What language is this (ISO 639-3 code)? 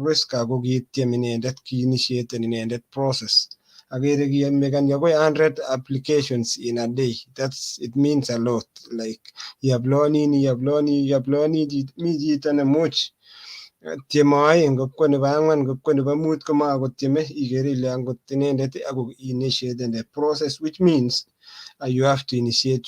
kln